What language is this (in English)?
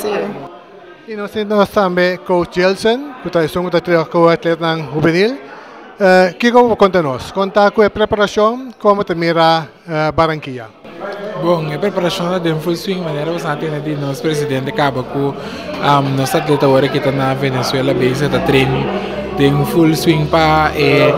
Papiamento